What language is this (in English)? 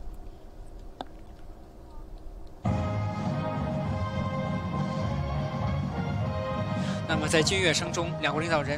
Chinese